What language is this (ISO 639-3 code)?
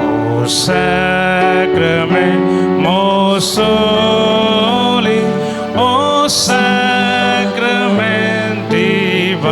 kok